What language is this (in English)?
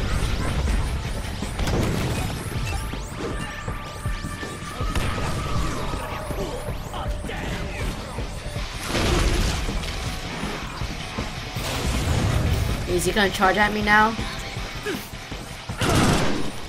English